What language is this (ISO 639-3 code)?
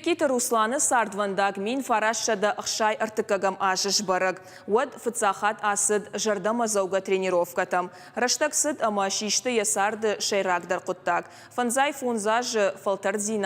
oss